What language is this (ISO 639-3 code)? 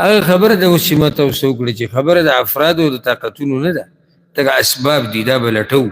pus